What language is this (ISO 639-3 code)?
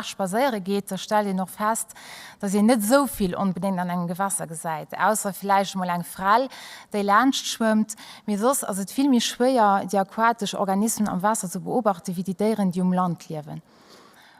ltz